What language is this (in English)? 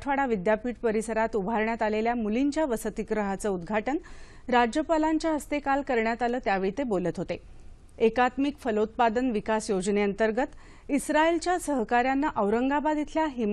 Marathi